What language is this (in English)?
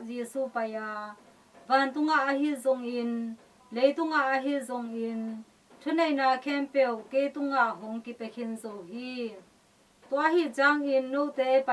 Tedim Chin